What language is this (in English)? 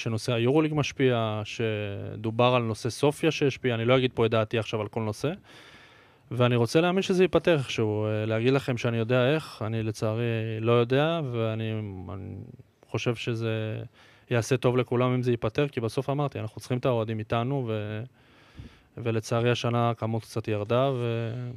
Hebrew